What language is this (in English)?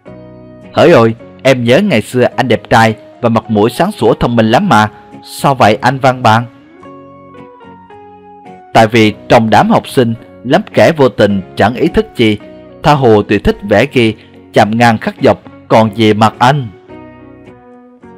Vietnamese